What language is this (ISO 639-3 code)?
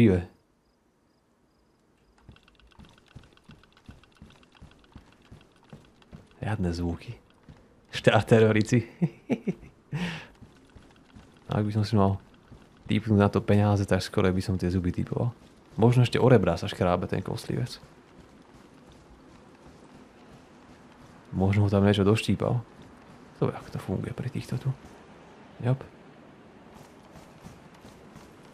slk